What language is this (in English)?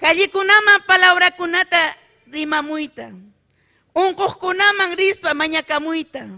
Ayacucho Quechua